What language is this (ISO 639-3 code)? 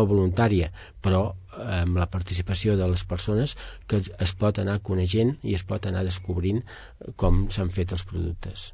cat